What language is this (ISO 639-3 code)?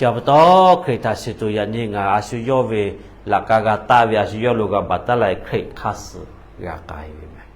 lhu